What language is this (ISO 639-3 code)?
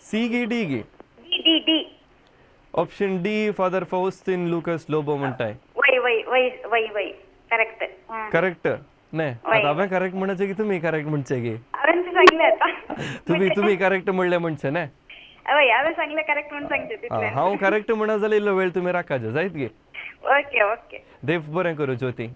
kok